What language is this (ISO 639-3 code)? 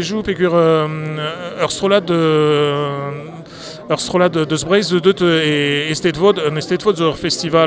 bre